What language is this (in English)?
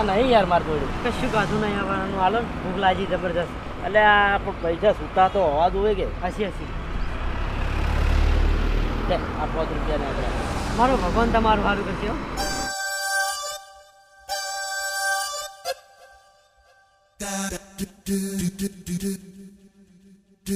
Gujarati